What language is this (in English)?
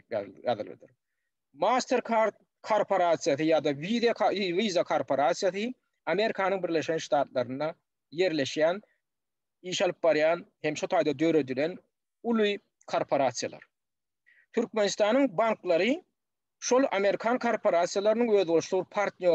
Turkmen